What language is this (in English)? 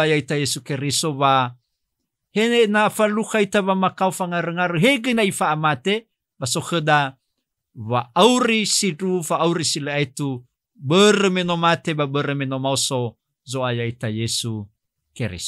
Nias